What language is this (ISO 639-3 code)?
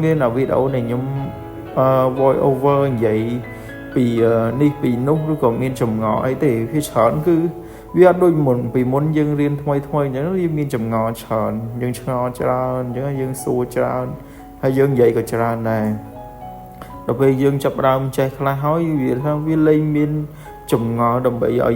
khm